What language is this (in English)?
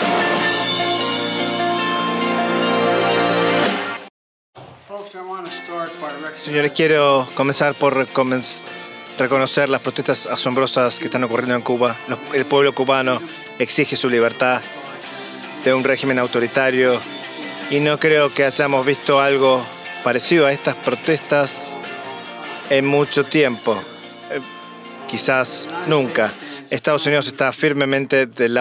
Spanish